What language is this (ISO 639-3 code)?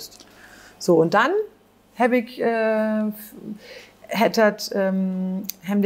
nds